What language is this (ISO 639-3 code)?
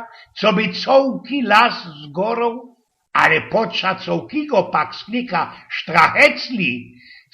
szl